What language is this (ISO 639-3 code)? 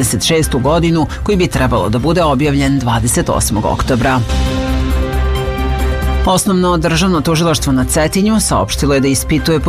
srp